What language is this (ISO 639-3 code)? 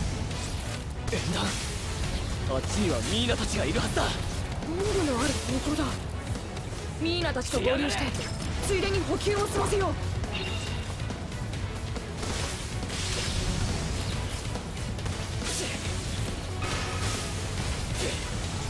jpn